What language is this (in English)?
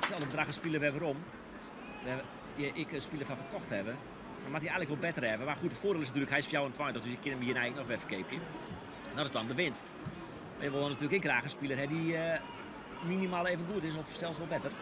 Western Frisian